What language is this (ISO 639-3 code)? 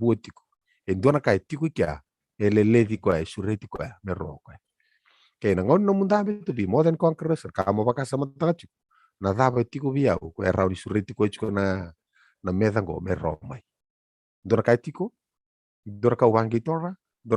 fij